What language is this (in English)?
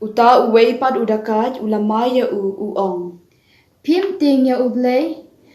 Khasi